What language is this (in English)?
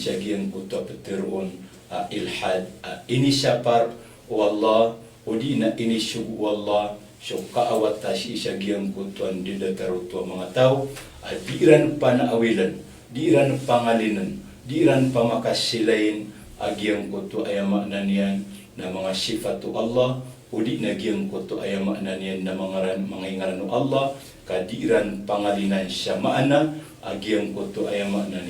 Maranao